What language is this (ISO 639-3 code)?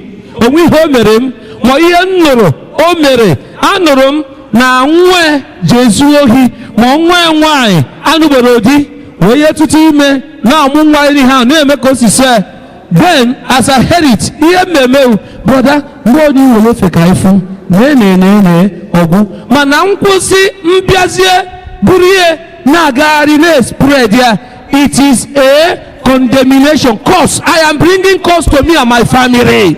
ibo